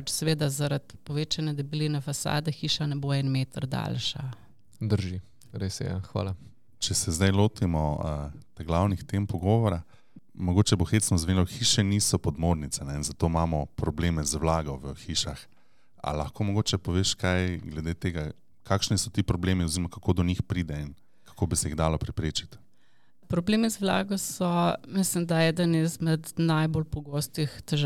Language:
Slovenian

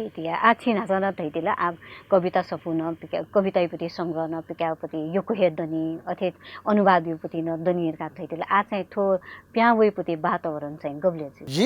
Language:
Newari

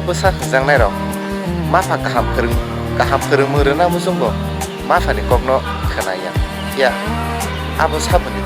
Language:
Kok Borok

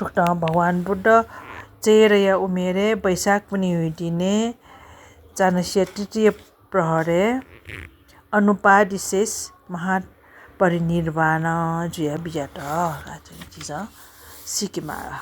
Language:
Newari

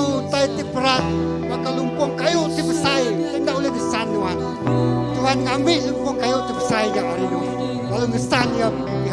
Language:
Iban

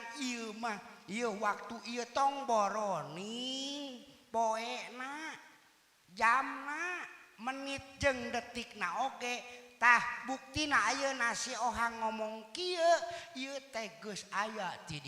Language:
Sundanese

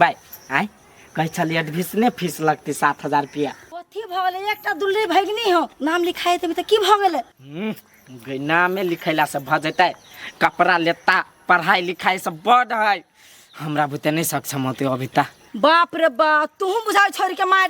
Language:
Maithili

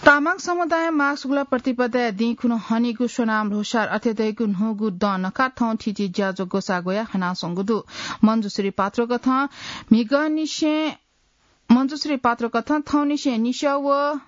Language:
Newari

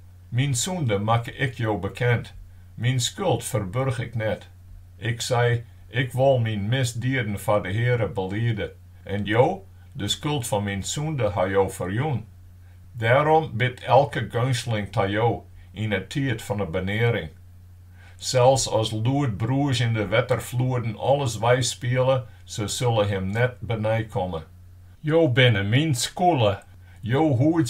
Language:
Western Frisian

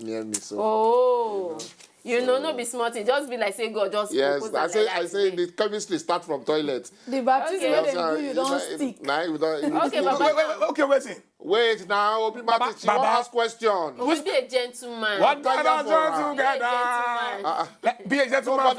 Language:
Nigerian Pidgin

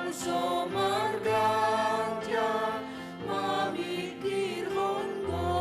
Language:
Batak Simalungun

